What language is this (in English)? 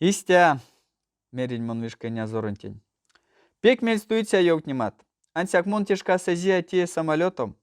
Erzya